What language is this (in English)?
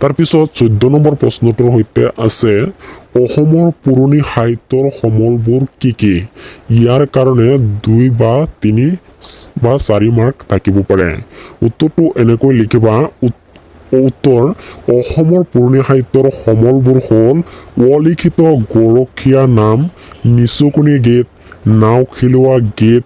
Assamese